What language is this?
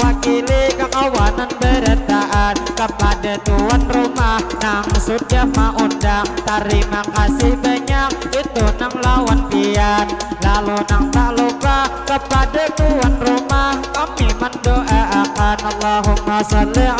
Banjar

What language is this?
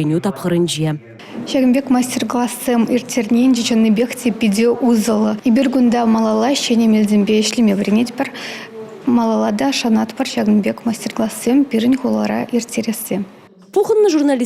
Chuvash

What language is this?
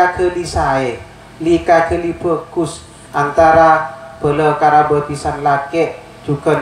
Madurese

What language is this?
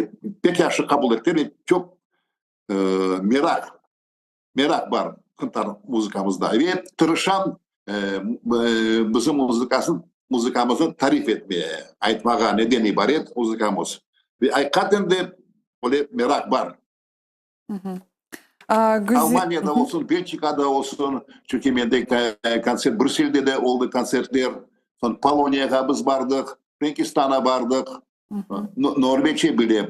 Crimean Tatar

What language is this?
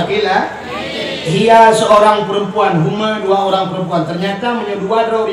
Achinese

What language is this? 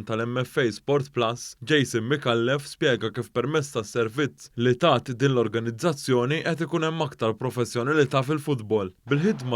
Maltese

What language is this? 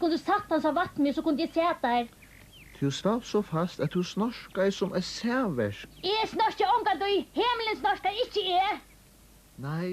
Faroese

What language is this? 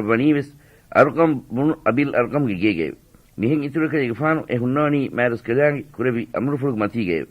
Divehi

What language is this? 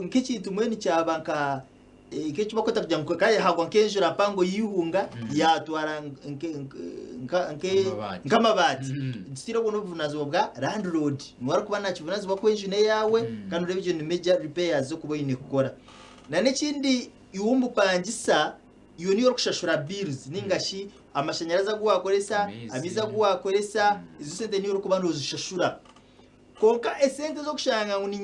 Nyankole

